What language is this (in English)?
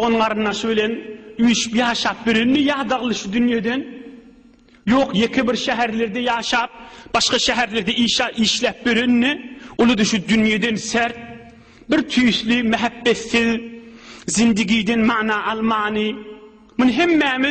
Turkmen